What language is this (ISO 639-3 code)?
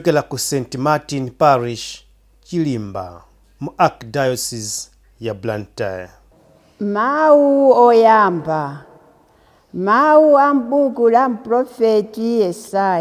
nya